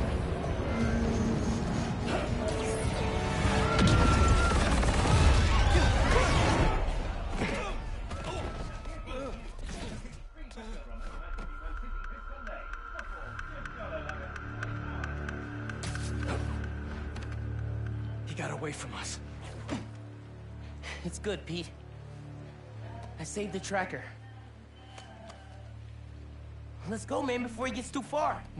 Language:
English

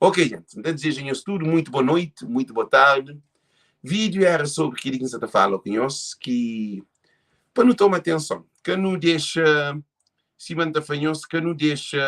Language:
Kabuverdianu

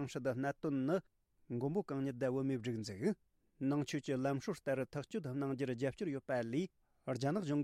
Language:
Tibetan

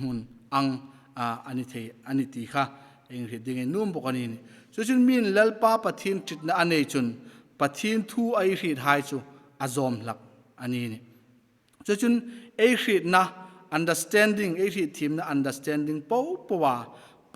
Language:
Hmar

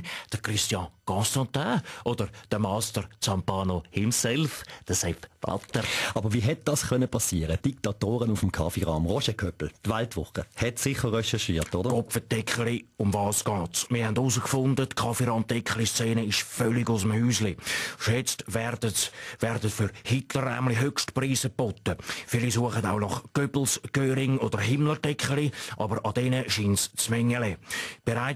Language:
Swiss German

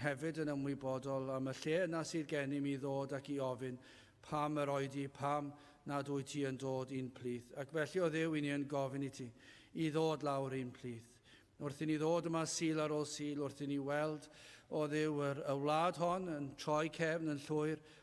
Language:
Welsh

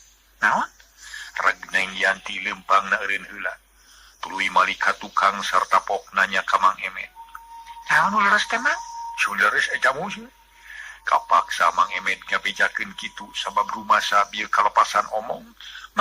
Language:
Sundanese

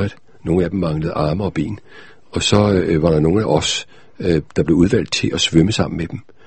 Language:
Danish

